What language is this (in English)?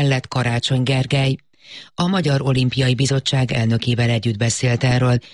Hungarian